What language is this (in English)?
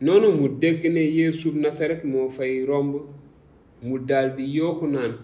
Wolof